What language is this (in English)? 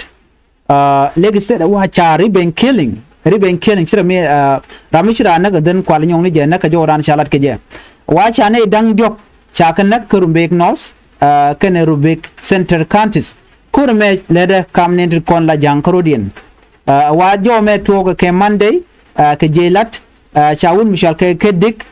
Nuer